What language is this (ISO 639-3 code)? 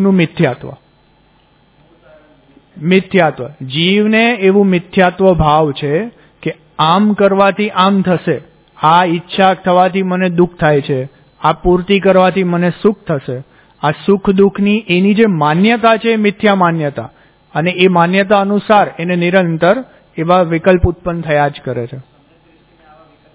guj